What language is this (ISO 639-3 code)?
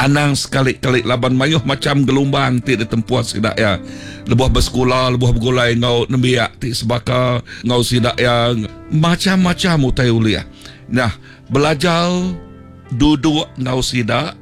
iba